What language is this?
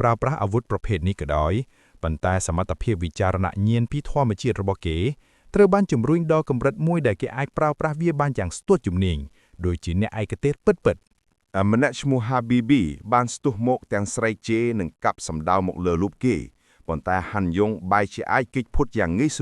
Khmer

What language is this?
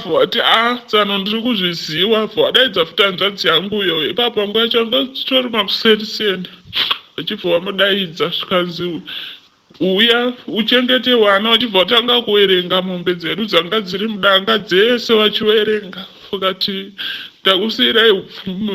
Shona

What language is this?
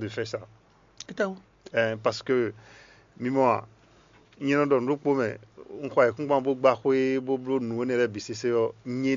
Fon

